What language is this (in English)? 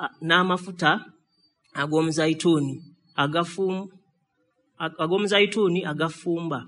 Ganda